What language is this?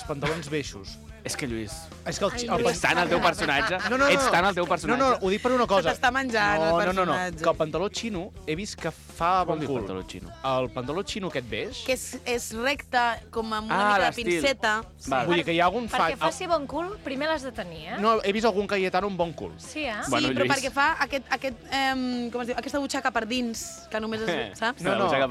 Catalan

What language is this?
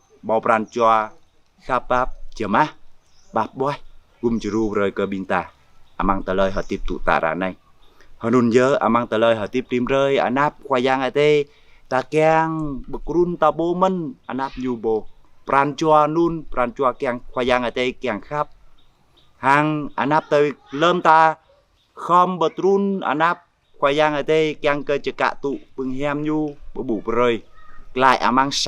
Jarai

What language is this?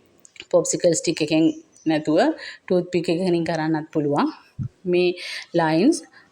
Sinhala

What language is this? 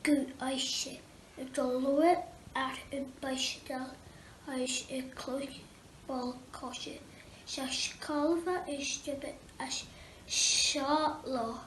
Scottish Gaelic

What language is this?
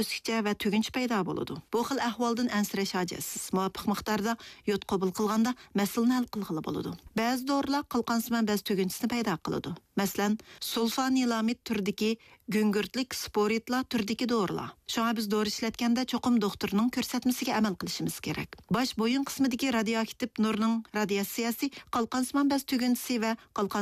Uyghur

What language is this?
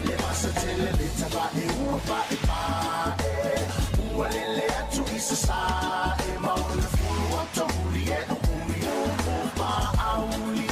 Samoan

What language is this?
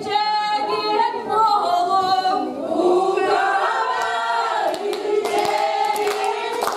Yakut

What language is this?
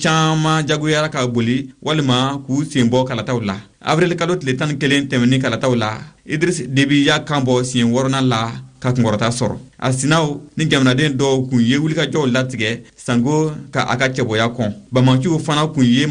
Bambara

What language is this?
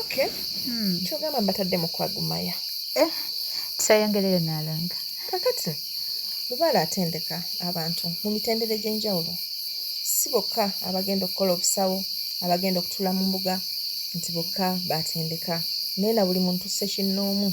Ganda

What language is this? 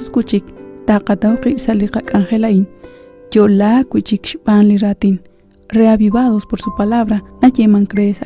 Kekchí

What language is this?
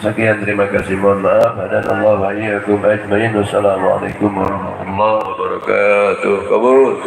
Betawi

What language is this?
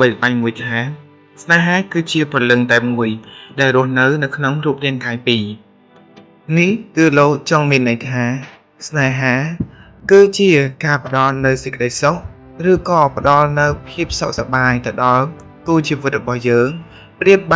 Khmer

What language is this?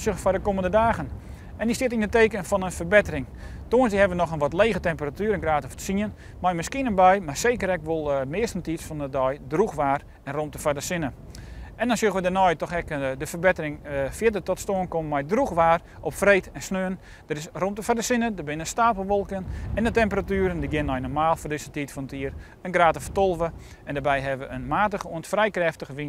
Western Frisian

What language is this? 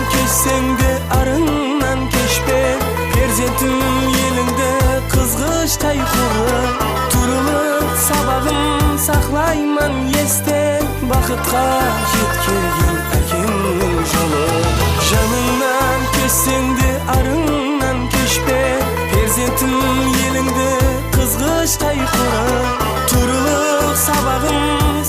Kara-Kalpak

